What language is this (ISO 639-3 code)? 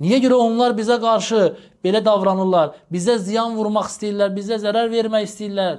aze